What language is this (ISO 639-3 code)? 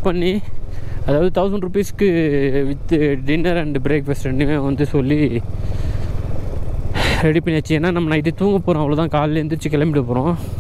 tam